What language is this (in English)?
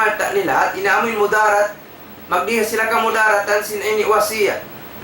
Tausug